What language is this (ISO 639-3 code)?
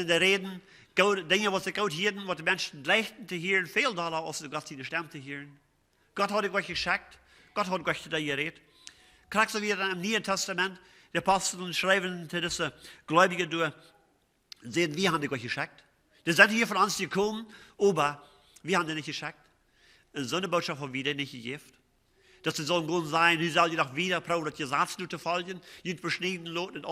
pdt